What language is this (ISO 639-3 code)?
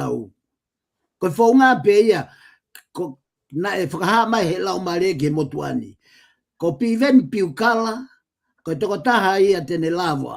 ton